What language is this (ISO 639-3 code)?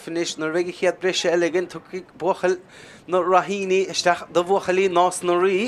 gle